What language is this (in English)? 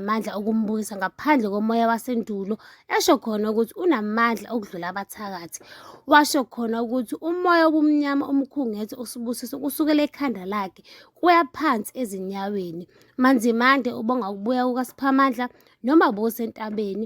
Zulu